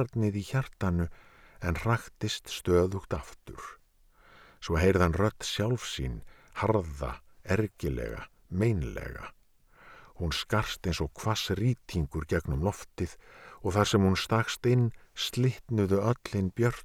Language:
Icelandic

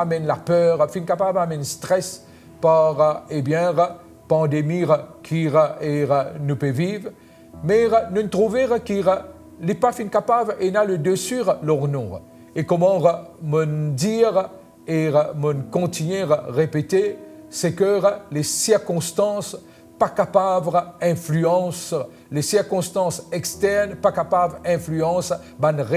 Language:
Morisyen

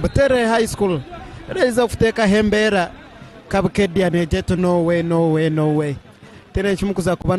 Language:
Nyankole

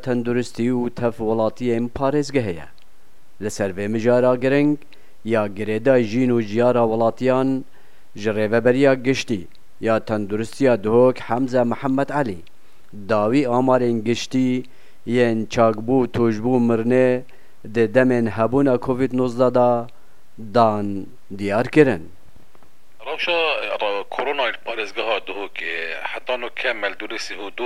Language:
Kurdish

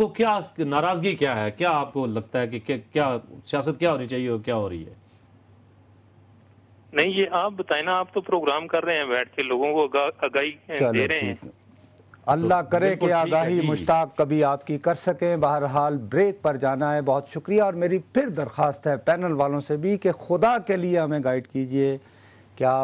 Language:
Urdu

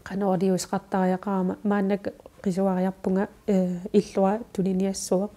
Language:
Kalaallisut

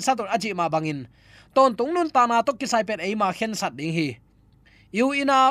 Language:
Tedim Chin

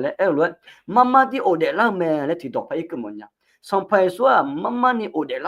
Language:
Akha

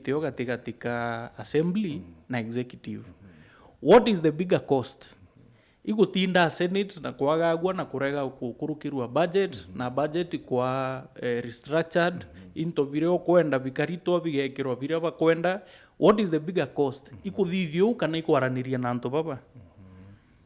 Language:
Meru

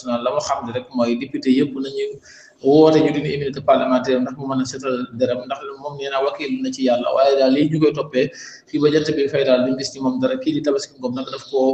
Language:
Wolof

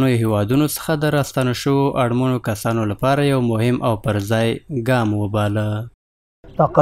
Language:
Pashto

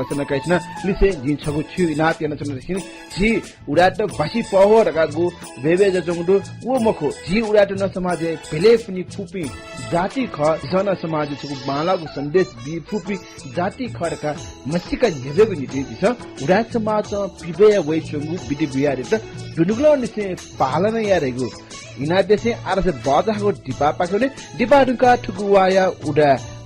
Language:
Newari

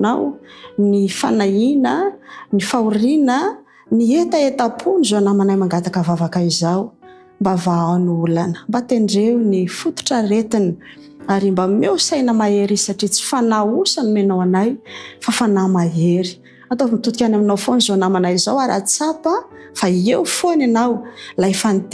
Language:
Malagasy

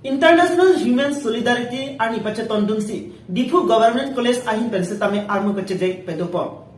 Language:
Karbi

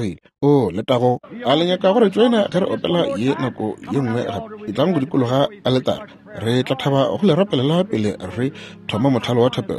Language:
Northern Sotho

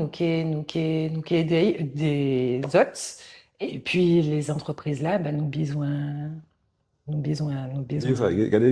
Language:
Guadeloupean Creole French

